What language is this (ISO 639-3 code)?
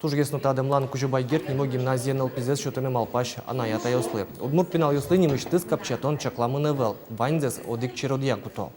udm